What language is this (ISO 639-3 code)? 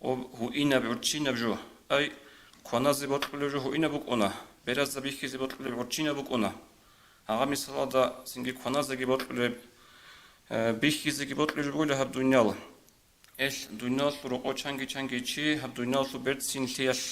ava